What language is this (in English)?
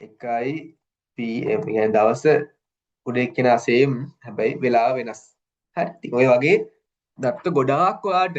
Sinhala